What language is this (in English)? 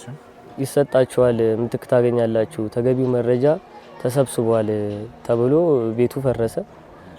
Amharic